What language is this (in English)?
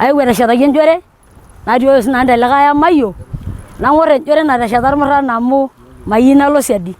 Masai